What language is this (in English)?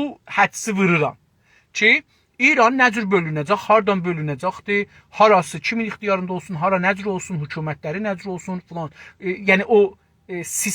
South Azerbaijani